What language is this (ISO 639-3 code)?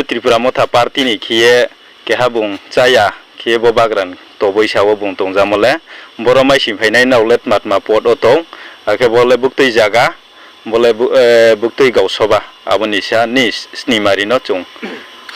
ria